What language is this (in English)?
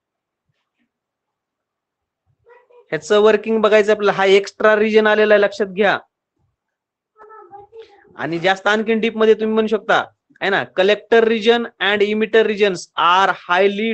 Marathi